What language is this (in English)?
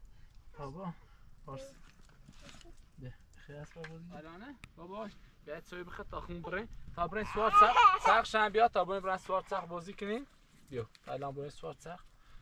Persian